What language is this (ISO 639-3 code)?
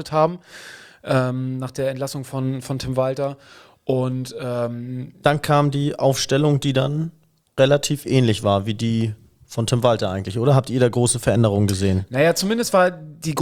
deu